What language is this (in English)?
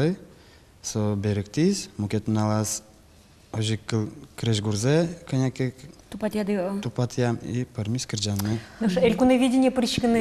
Udmurt